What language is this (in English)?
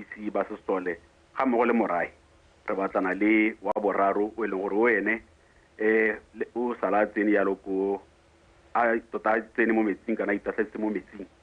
Tswana